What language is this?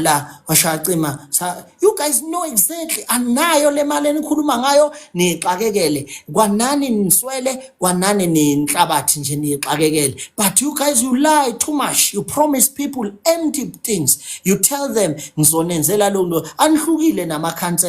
Zulu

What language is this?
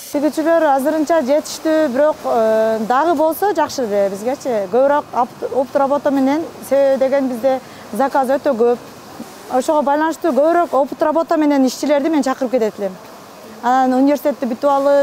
Kyrgyz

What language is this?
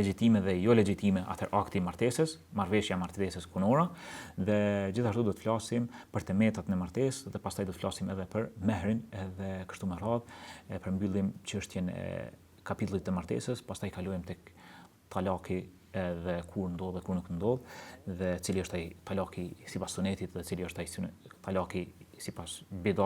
Albanian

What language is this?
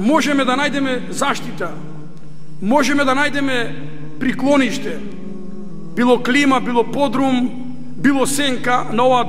Macedonian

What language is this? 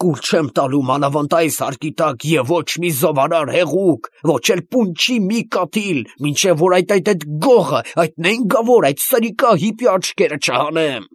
Armenian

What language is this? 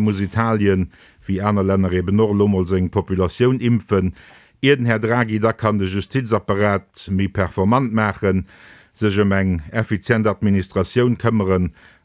Luxembourgish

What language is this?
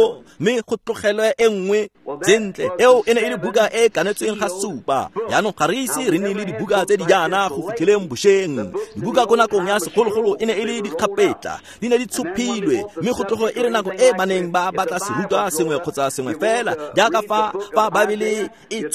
Tswana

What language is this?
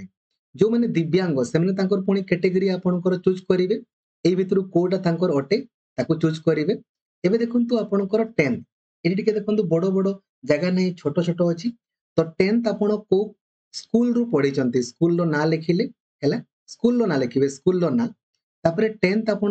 Odia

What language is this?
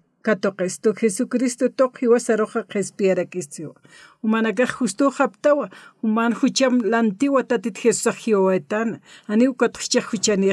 Aymara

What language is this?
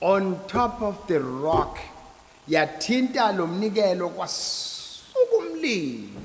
Zulu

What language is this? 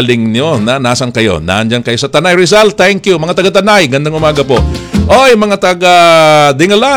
Filipino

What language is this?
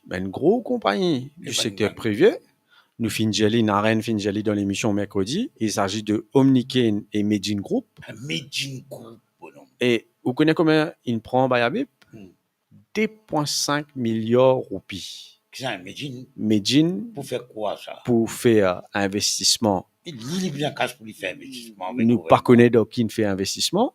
Morisyen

